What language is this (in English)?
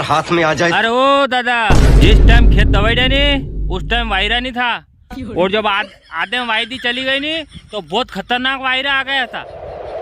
Rajasthani